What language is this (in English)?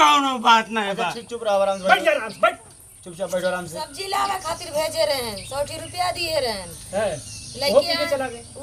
Awadhi